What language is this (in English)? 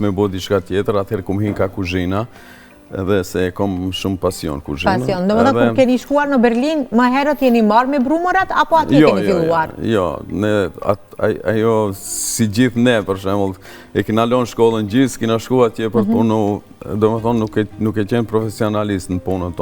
Albanian